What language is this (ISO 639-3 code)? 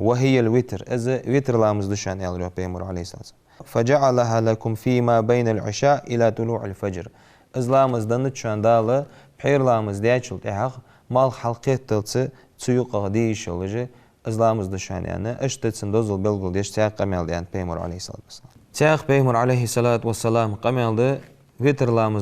inh